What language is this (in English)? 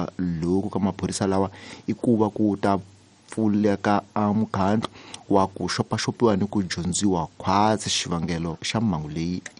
Tsonga